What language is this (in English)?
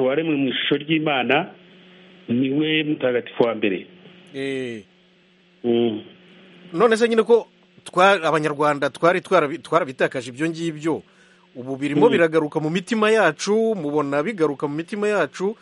Kinyarwanda